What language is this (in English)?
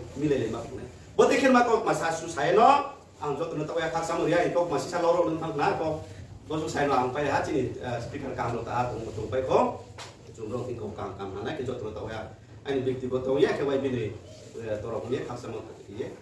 Riang (India)